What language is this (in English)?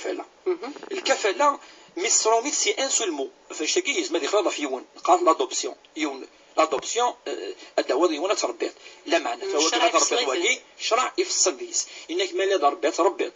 Kabyle